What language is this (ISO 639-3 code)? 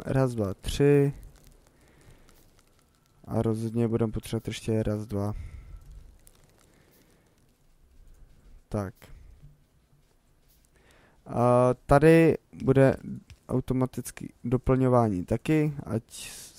ces